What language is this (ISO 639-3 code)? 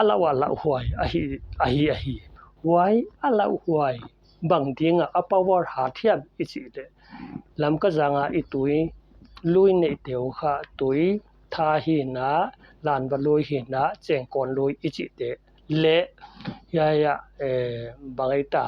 pck